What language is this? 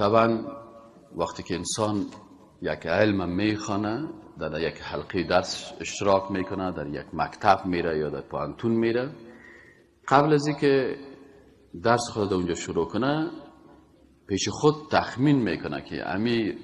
Persian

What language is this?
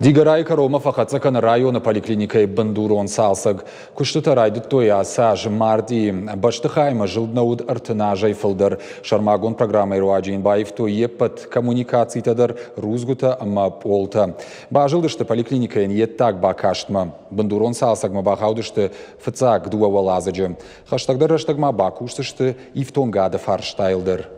Ossetic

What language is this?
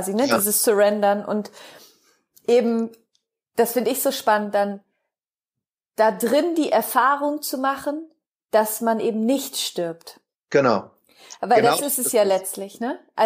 German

